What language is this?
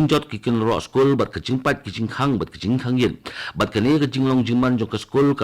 Khasi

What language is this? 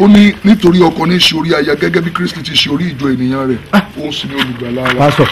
Yoruba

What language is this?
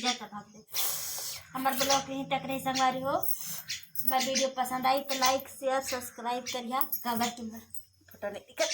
Chhattisgarhi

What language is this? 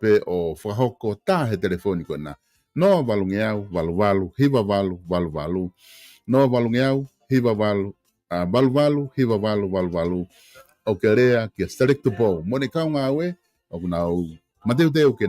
Tongan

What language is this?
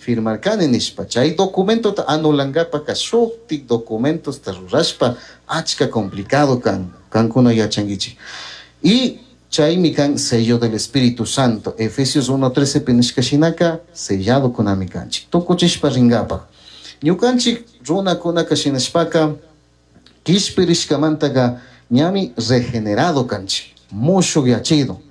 Chimborazo Highland Quichua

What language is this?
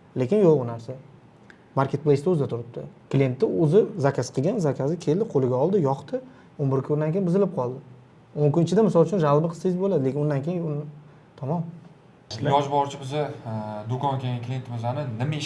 Uzbek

